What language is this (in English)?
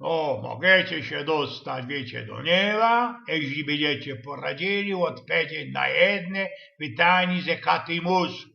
Silesian